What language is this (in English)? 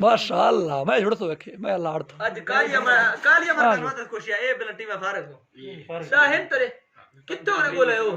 Eastern Balochi